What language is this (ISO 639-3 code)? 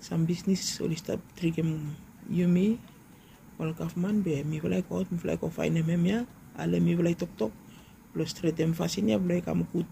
bis